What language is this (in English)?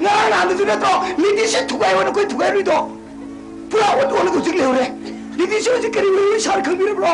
Manipuri